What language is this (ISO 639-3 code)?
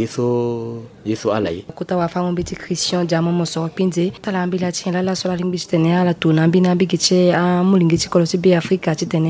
sag